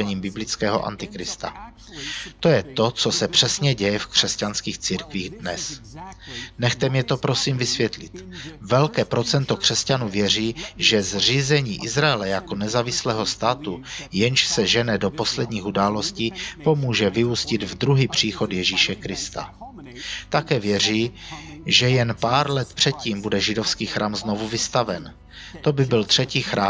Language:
Czech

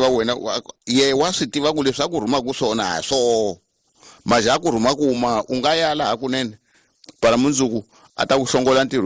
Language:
Tsonga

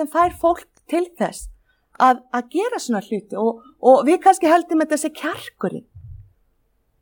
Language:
Icelandic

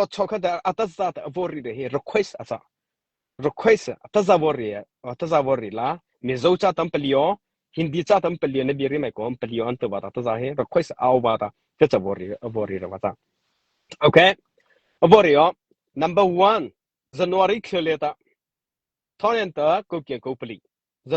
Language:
Mara Chin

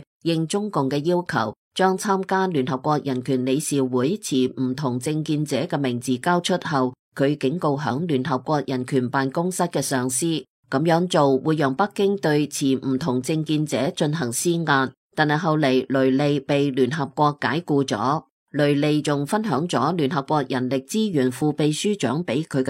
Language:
Cantonese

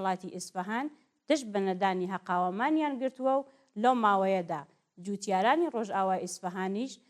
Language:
Central Kurdish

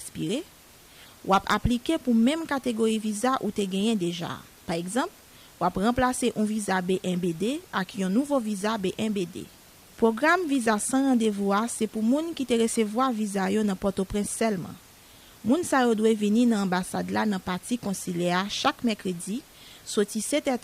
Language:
Haitian Creole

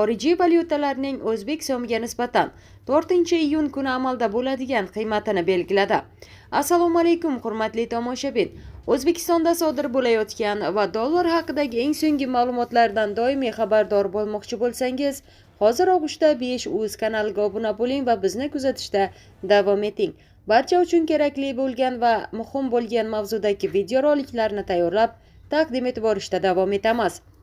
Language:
Uzbek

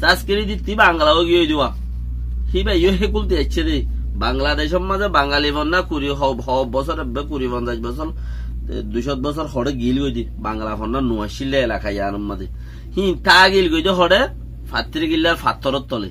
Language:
Rohingya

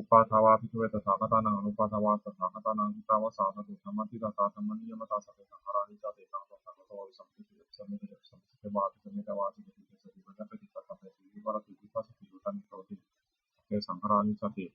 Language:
Pali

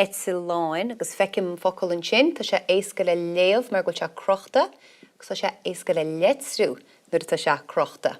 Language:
Irish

